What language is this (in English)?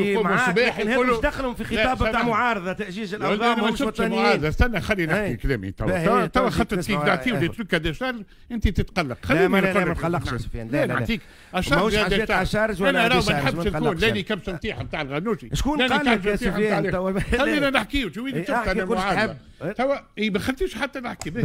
Tunisian Arabic